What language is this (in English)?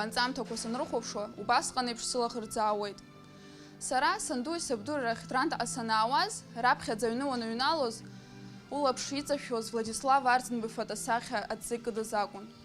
Abkhazian